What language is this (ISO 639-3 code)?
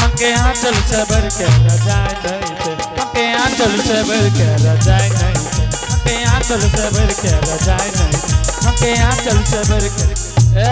anp